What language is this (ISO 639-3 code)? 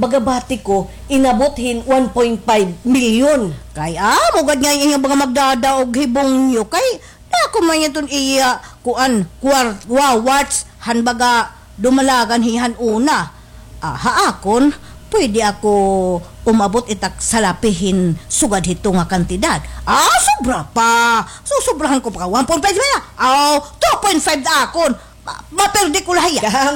war